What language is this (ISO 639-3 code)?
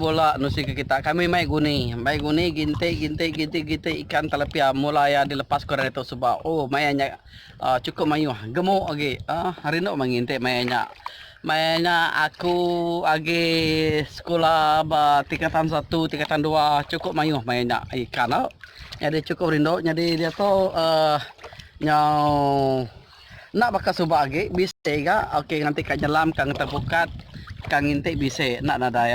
iba